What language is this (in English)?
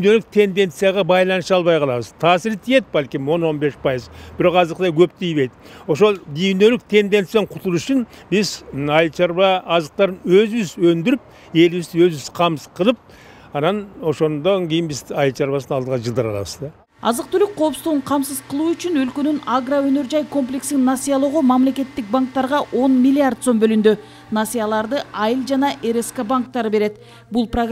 Kyrgyz